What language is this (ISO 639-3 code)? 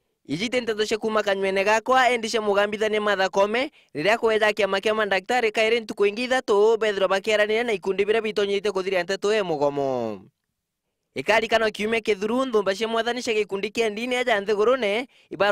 mer